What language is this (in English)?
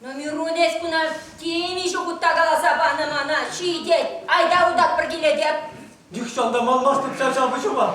Chuvash